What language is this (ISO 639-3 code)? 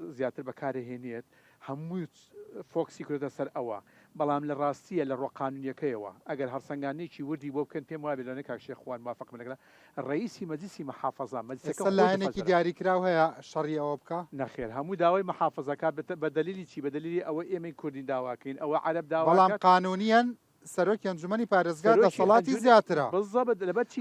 ckb